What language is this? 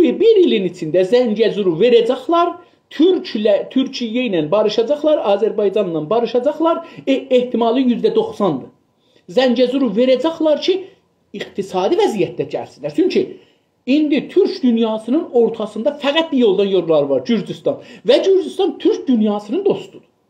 South Azerbaijani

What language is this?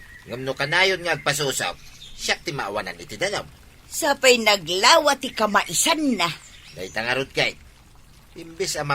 Iloko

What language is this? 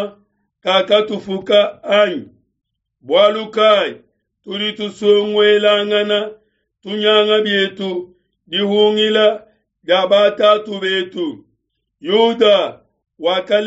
Luba-Lulua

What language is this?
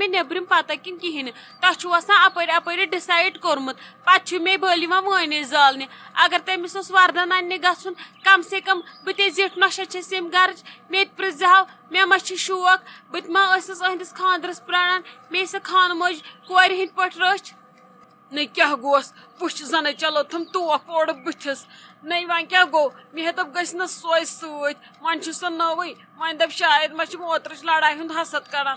Kashmiri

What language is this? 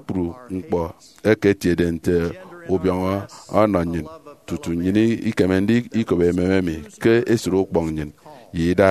Efik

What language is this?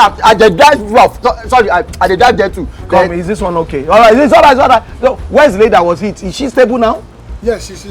Nigerian Pidgin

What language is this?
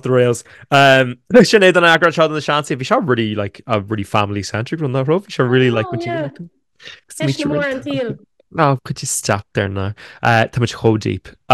Irish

